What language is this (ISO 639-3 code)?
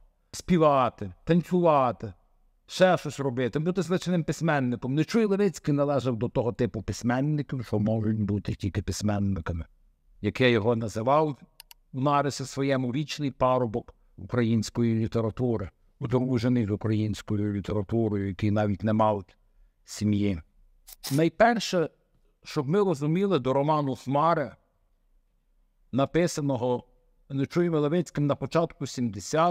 ukr